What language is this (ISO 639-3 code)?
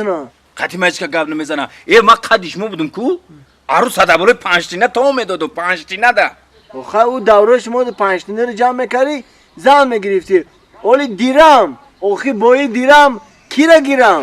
tgk